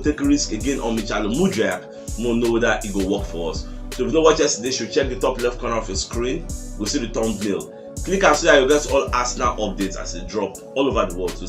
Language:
Nigerian Pidgin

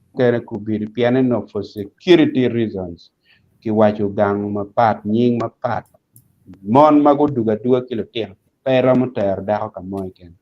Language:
Acoli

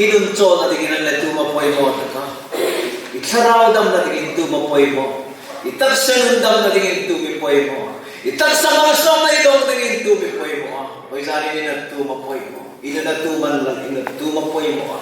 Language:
Hmar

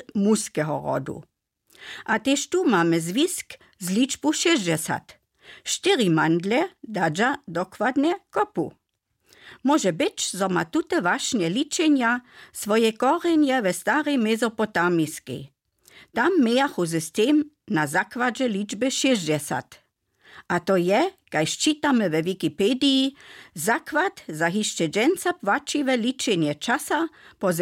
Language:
Upper Sorbian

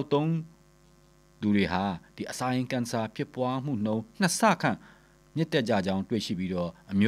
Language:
Burmese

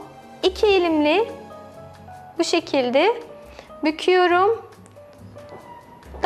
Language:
Turkish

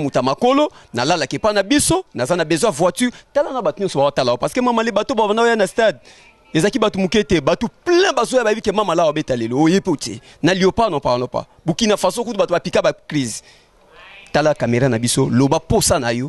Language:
Lingala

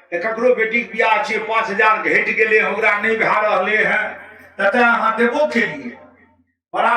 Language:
Maithili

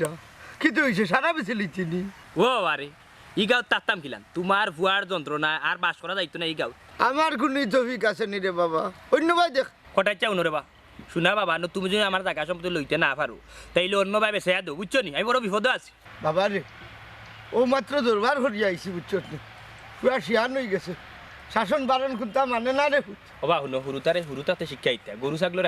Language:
Sylheti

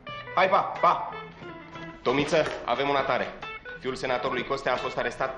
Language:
Romanian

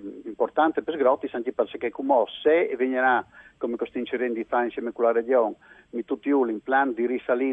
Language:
Friulian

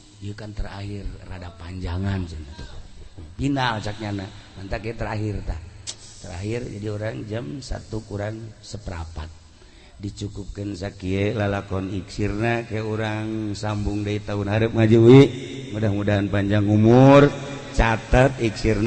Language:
Sundanese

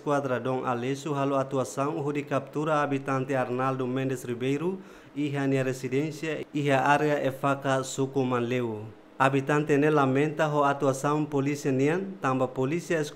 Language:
Tetum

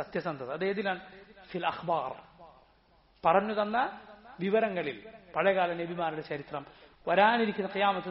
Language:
Malayalam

